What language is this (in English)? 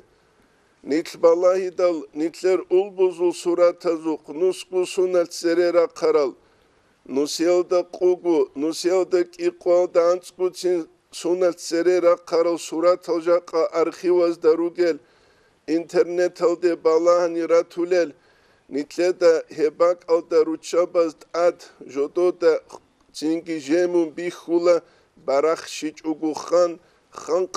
Avaric